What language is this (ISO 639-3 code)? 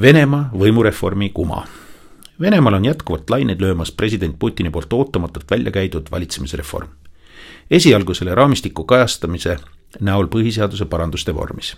est